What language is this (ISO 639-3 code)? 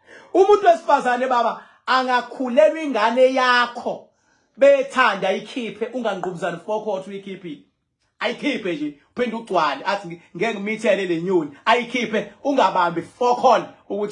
zul